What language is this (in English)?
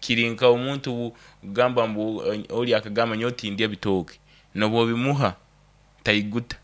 Nyankole